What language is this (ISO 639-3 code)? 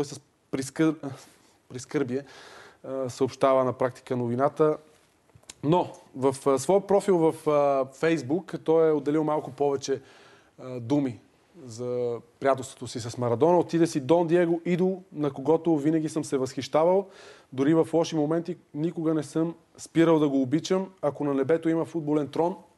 bul